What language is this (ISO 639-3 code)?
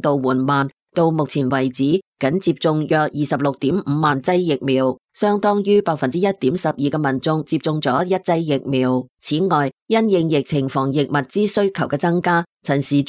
yue